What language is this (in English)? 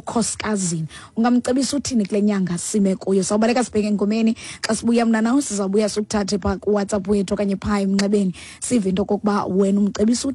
Xhosa